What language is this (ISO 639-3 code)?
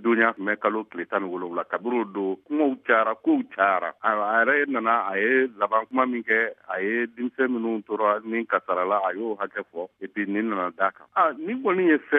bam